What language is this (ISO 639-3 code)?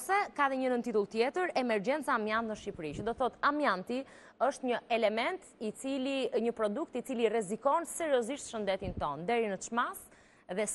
sqi